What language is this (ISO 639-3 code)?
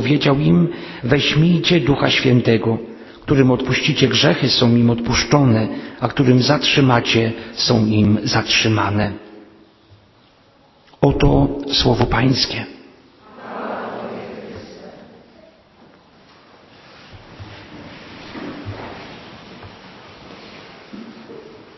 pol